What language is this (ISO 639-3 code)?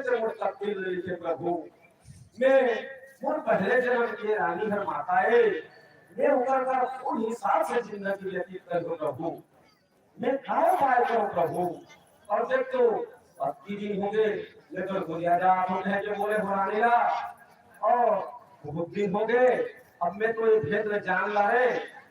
hne